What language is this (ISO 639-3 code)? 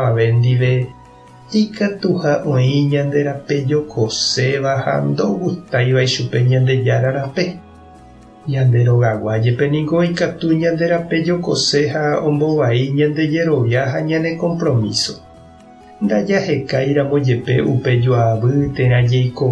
grn